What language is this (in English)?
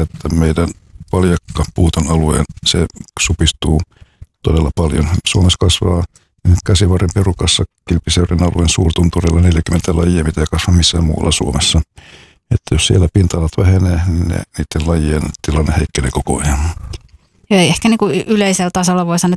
Finnish